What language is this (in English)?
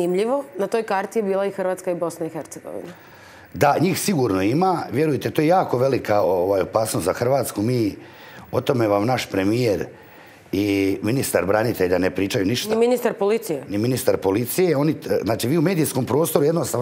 Croatian